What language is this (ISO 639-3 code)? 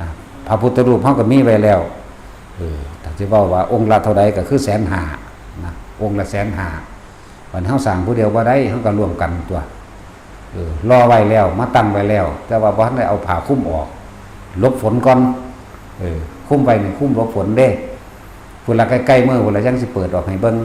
tts